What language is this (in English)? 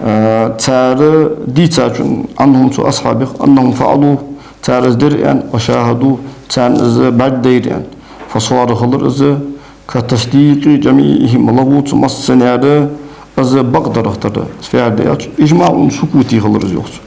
Ingush